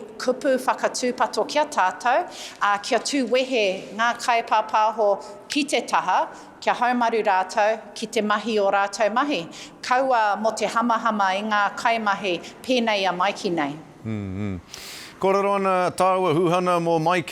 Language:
Māori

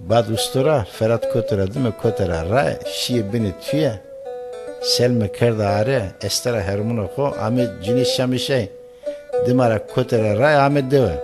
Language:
Zaza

